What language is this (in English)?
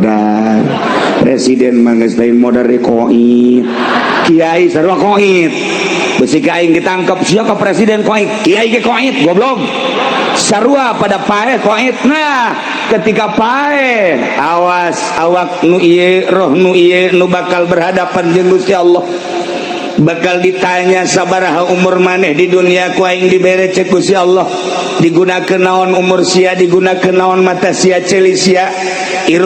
Sundanese